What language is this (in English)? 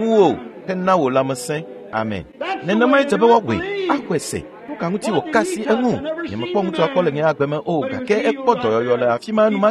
Ewe